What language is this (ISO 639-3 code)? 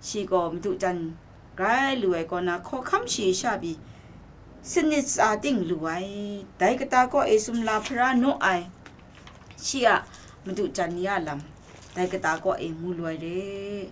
kac